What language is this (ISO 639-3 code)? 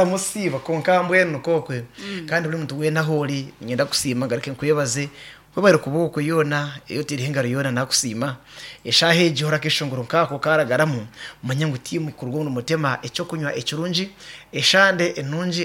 nyn